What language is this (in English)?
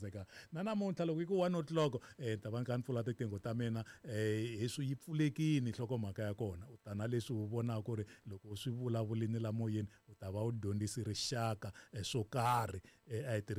Tsonga